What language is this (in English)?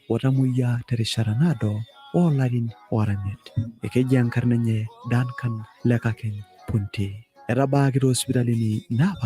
Masai